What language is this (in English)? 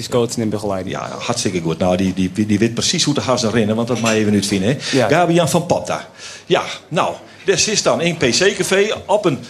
Western Frisian